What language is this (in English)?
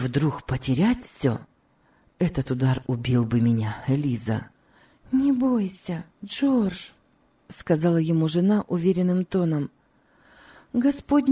Russian